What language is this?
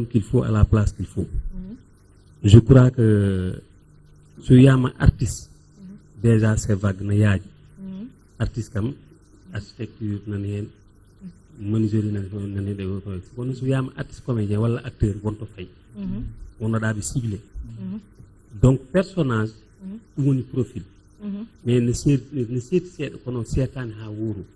Fula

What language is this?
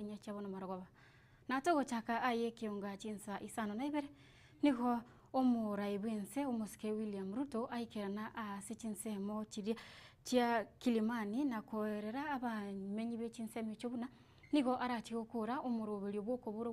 Gusii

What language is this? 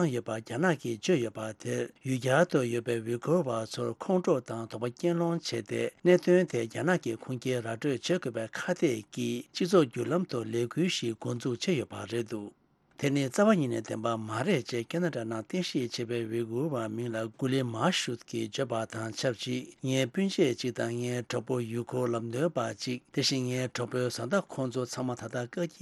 Tibetan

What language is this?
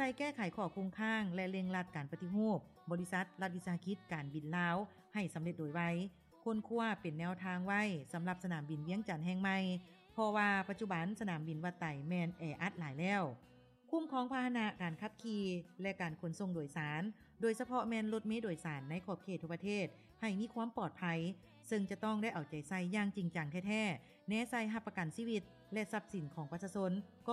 Lao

